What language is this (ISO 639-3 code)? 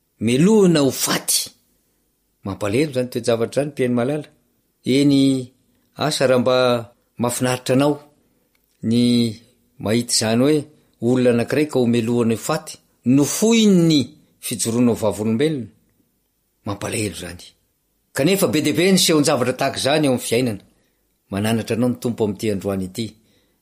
mlg